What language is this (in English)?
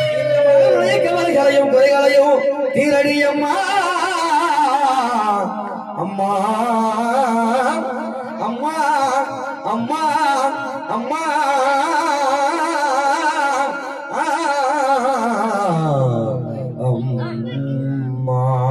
Tamil